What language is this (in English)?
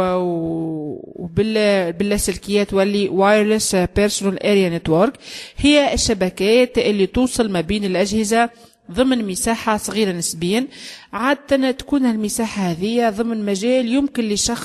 Tunisian Arabic